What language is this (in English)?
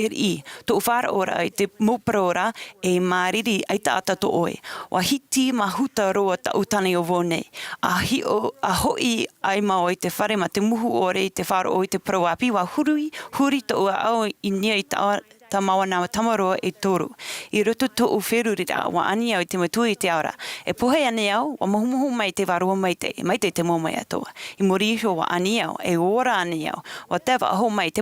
Tahitian